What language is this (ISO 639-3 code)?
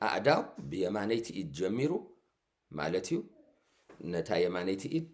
tir